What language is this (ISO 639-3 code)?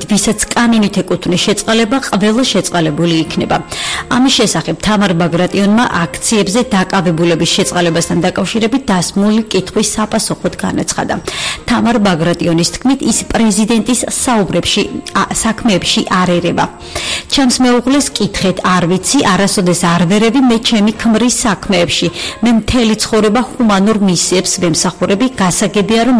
kat